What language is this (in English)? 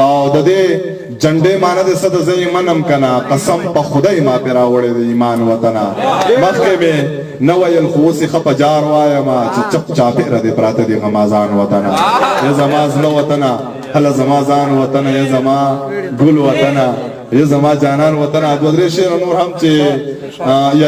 Pashto